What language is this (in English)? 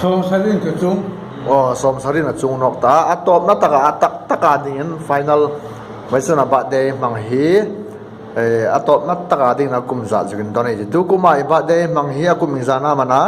Hmar